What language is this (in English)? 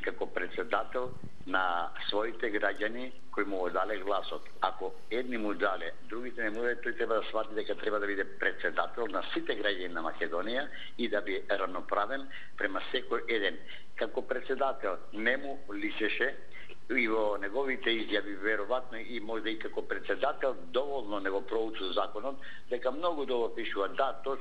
Macedonian